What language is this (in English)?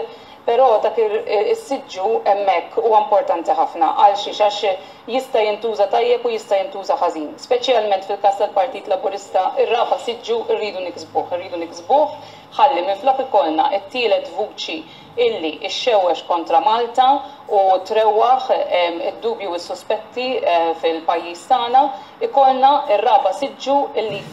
Maltese